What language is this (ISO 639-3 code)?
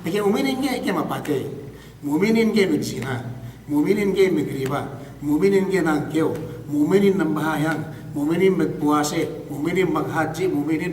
yka